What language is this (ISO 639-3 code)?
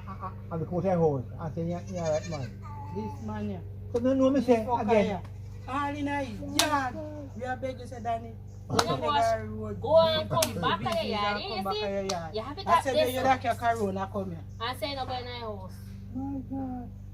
jam